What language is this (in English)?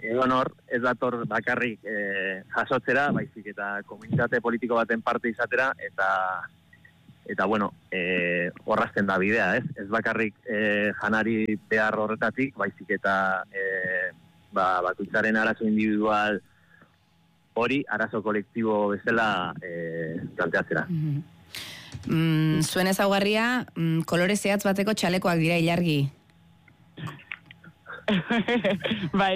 Basque